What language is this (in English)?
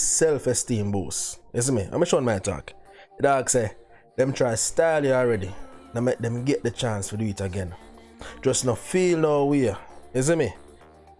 Jamaican Creole English